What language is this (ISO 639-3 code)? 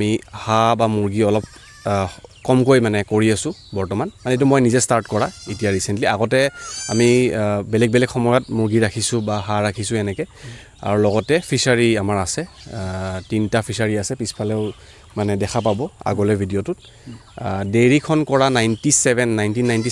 asm